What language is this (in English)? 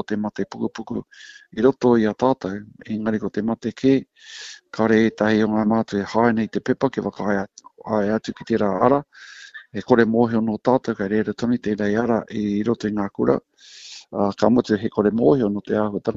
Māori